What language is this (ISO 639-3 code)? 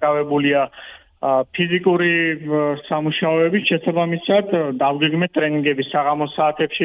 kat